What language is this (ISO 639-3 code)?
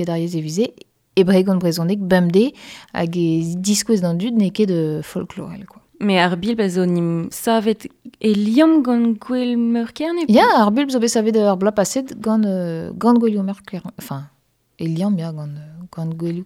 bre